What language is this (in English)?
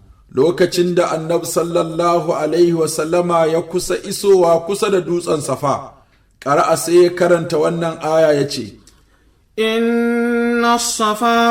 Hausa